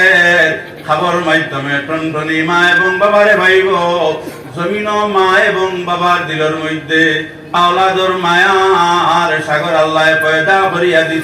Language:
Sylheti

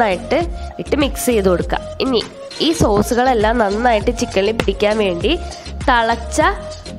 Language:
Malayalam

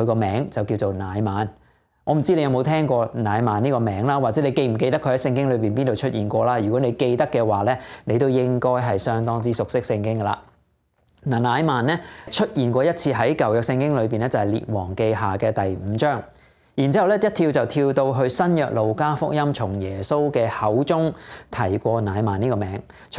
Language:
Cantonese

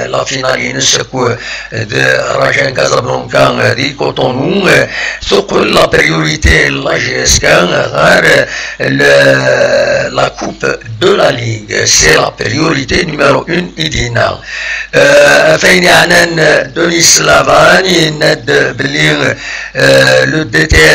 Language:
Kabyle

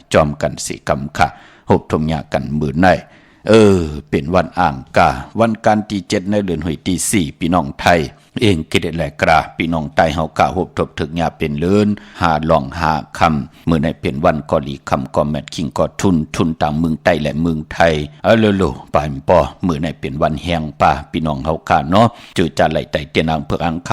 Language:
Shan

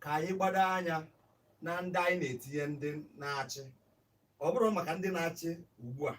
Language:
Igbo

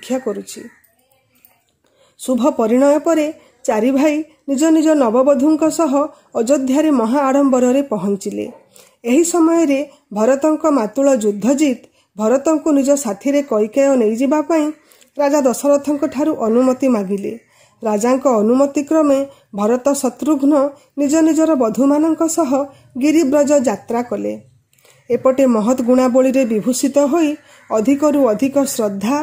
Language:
Odia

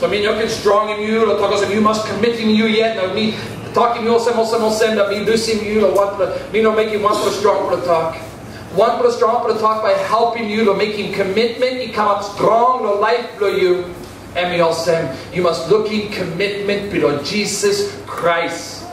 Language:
Tok Pisin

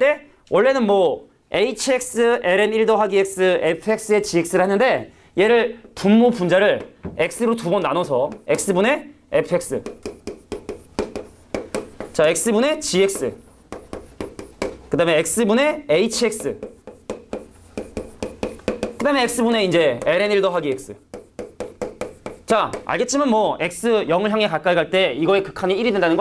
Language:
Korean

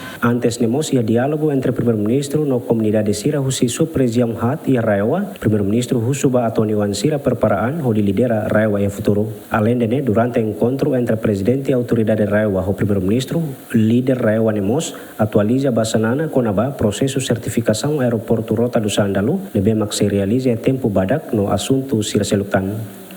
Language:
Tetum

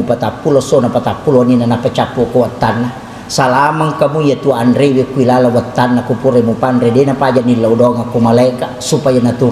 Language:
Buginese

